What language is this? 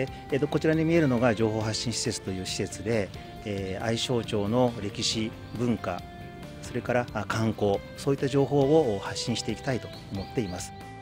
Japanese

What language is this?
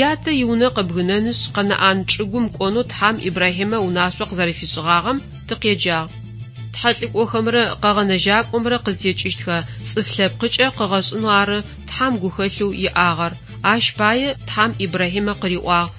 Adyghe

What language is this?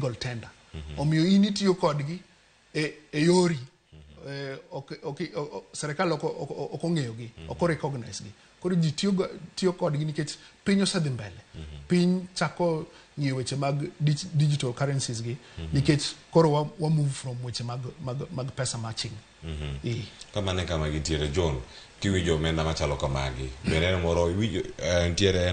Luo (Kenya and Tanzania)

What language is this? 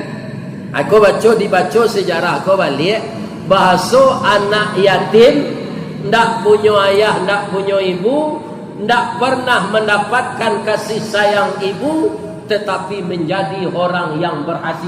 Minangkabau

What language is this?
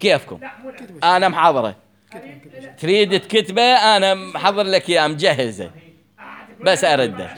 Mesopotamian Arabic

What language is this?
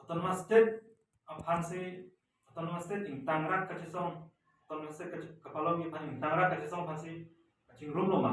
Karbi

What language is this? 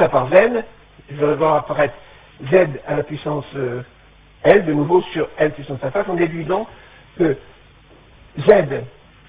French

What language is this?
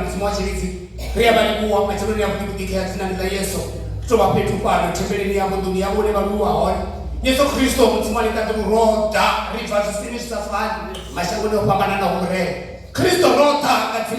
Venda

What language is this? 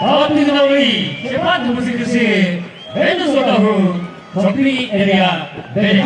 Chokri Naga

